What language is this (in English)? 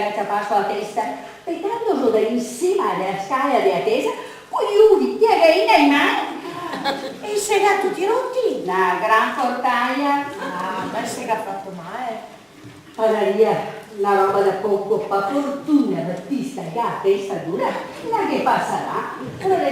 Venetian